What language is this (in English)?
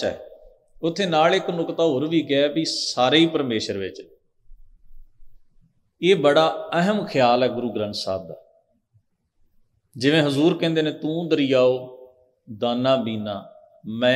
Punjabi